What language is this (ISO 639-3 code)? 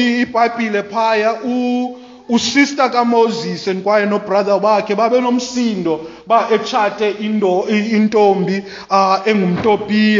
xho